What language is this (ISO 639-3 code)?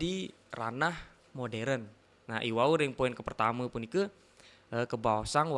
ban